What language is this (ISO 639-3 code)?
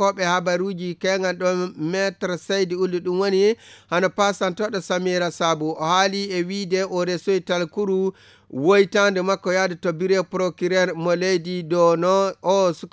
ful